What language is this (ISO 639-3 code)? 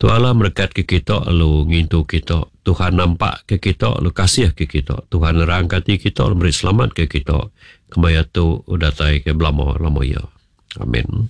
iba